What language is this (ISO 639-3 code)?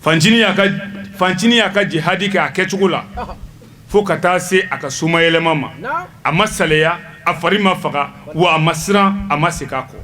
bam